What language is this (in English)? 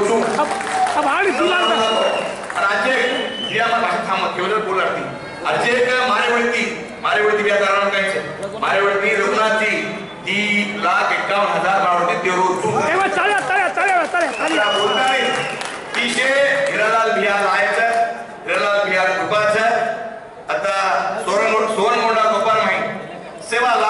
Lambadi